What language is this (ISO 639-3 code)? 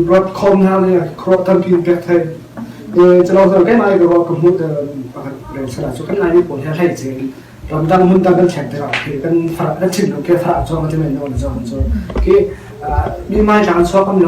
cfm